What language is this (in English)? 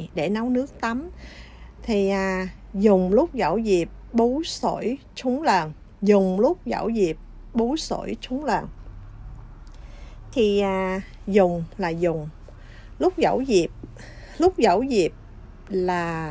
Vietnamese